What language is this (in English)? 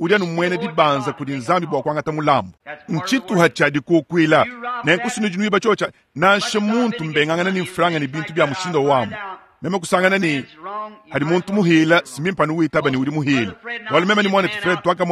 Luba-Lulua